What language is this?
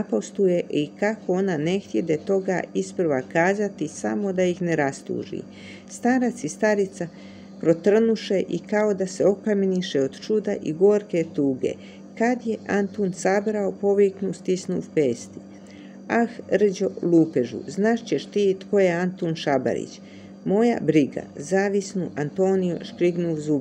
Croatian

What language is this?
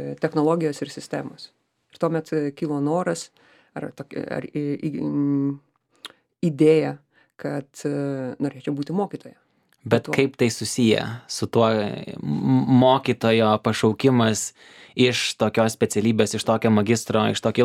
Lithuanian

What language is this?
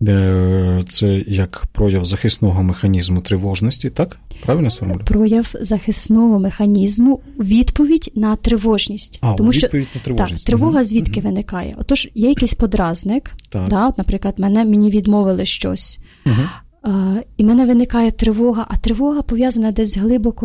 Ukrainian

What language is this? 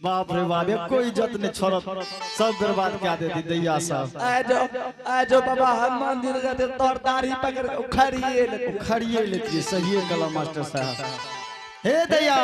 Angika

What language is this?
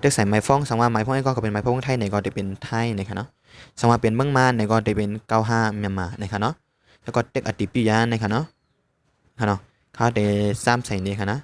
Shan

